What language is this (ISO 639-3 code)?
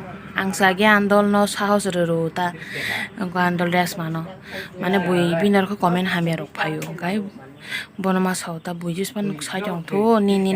trp